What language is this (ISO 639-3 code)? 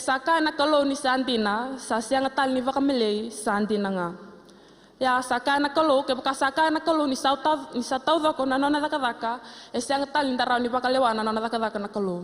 fij